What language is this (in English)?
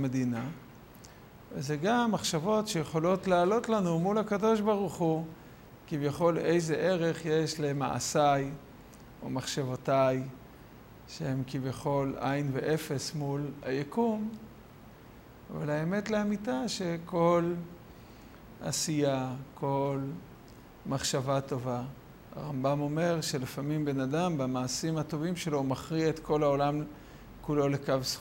Hebrew